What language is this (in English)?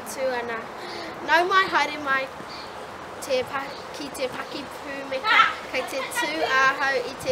Māori